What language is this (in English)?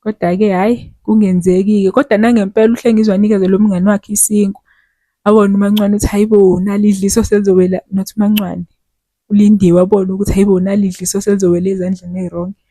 Zulu